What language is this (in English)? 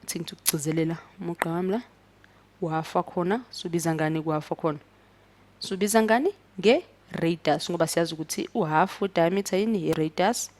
Zulu